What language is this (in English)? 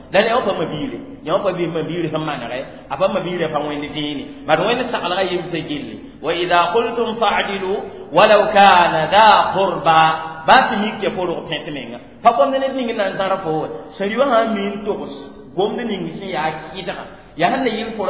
Mossi